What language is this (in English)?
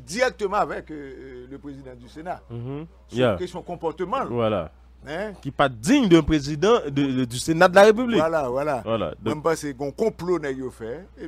French